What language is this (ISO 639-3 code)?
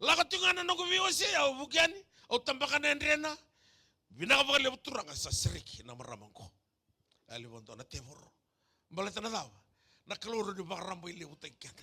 fij